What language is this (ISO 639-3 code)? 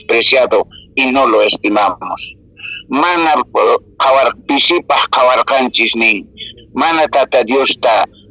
que